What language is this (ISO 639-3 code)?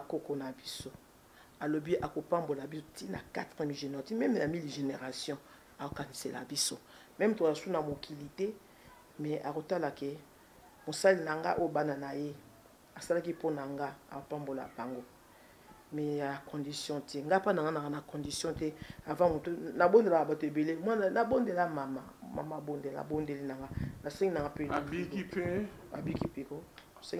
lin